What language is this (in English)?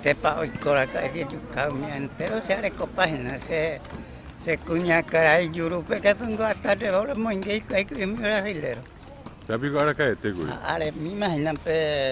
Guarani